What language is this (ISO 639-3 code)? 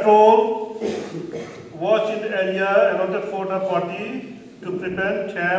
kha